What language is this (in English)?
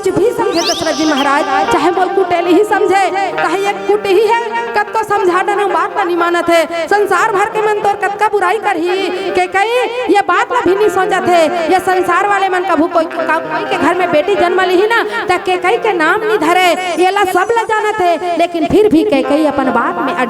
Chhattisgarhi